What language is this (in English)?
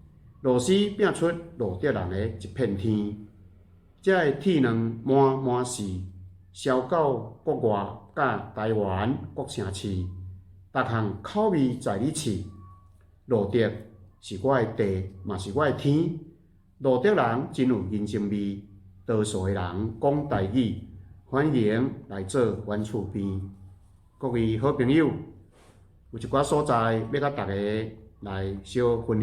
Min Nan Chinese